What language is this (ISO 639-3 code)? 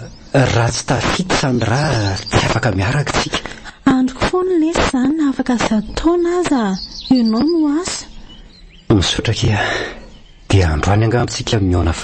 mlg